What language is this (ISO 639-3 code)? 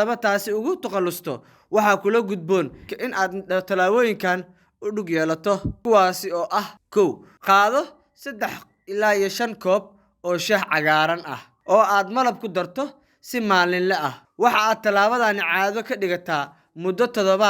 som